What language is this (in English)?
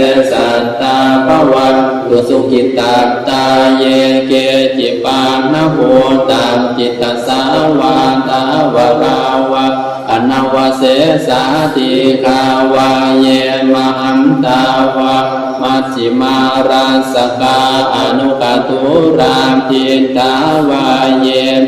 Pali